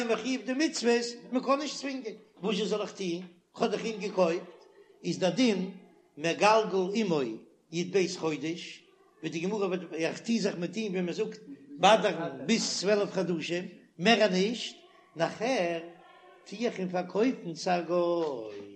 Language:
Yiddish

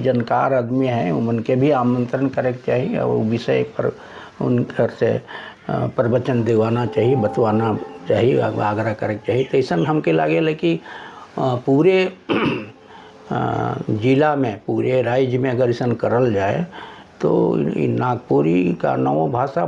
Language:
Sadri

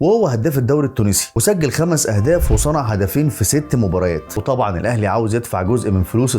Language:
Egyptian Arabic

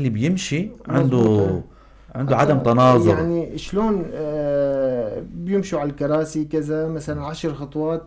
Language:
North Levantine Arabic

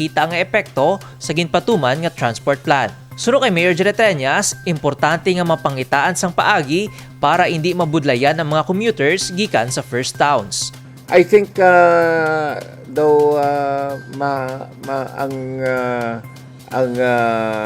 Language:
Hiligaynon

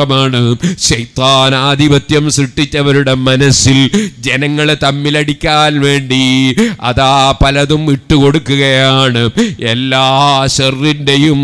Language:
Malayalam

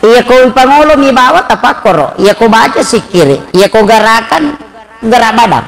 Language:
Buginese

